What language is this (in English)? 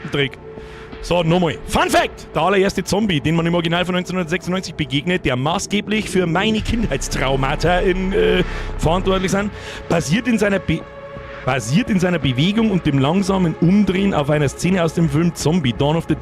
Bavarian